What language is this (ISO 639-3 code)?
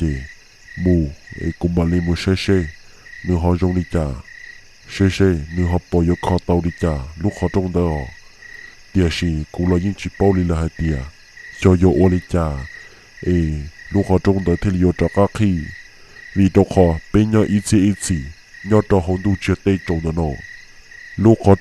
hmn